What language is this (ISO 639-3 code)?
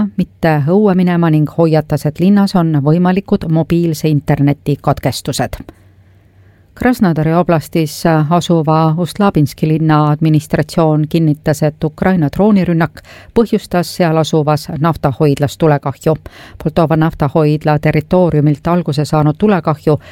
est